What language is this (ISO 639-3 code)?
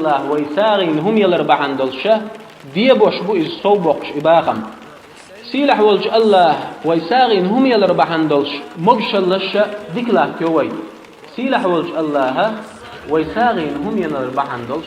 che